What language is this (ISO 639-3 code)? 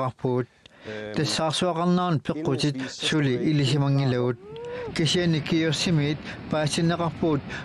kal